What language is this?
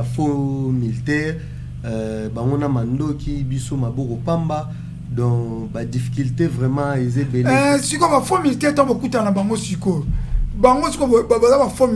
Lingala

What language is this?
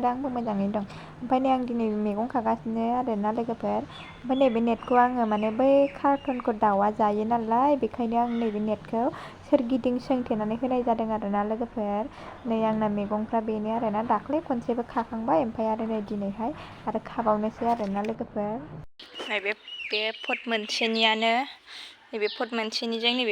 Bodo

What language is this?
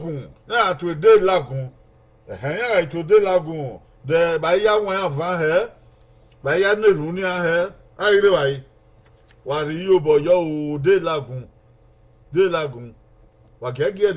Bini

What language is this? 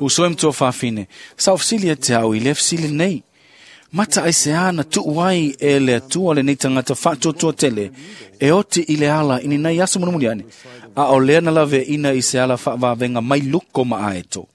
Samoan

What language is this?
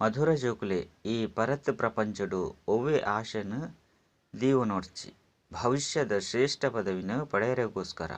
Tulu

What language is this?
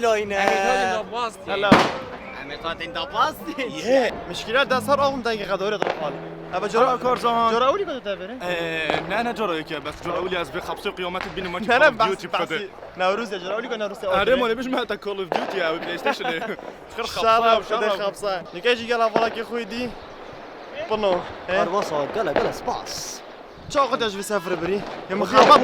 Kurdish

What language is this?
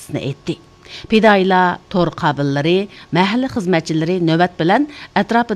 Uyghur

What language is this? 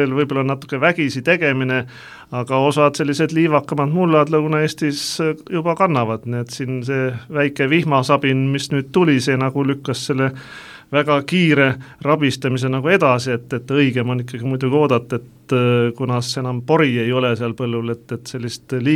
Estonian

